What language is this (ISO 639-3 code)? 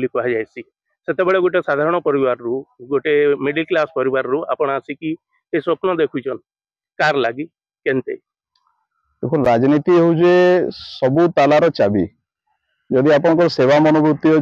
ori